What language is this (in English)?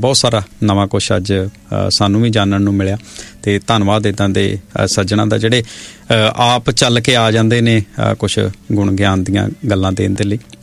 Punjabi